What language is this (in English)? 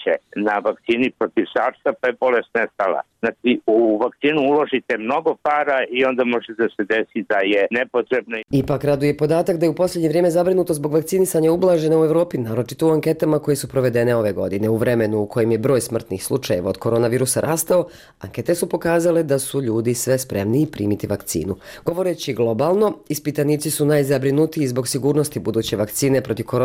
Bosnian